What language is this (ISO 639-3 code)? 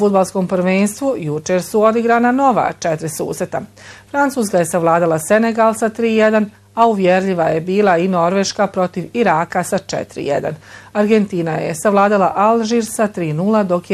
bos